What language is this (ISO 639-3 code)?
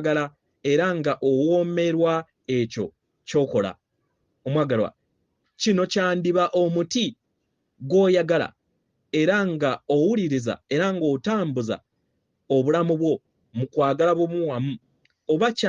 lug